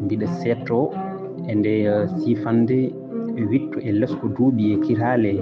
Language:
Fula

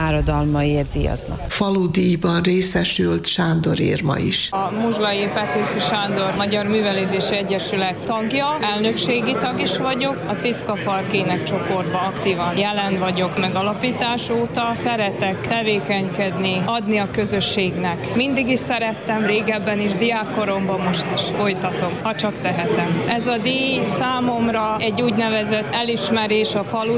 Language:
Hungarian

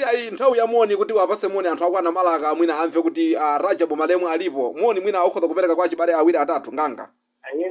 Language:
Nyanja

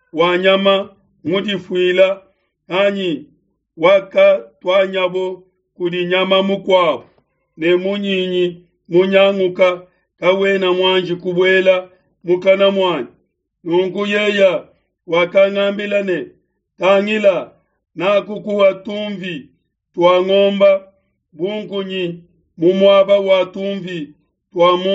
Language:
Luba-Lulua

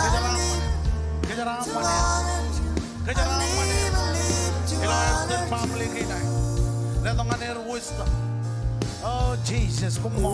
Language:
Marshallese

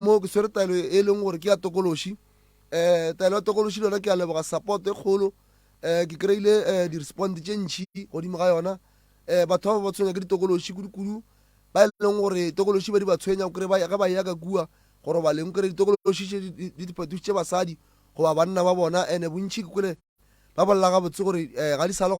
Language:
Northern Sotho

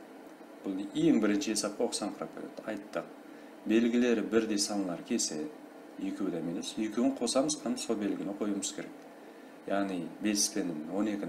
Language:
Kara-Kalpak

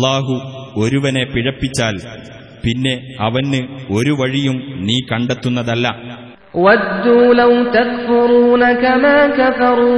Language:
Malayalam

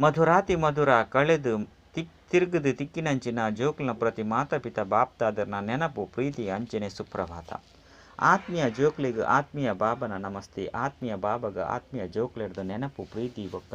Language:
Tulu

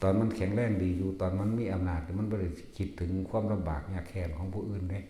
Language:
Northeastern Thai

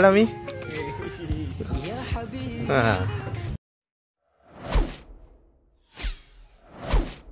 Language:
Malay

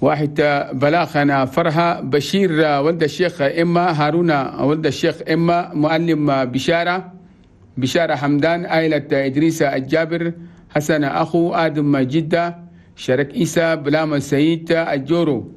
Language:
Chadian Arabic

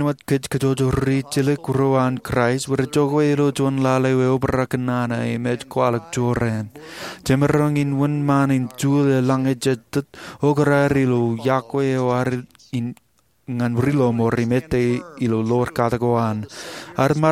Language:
Marshallese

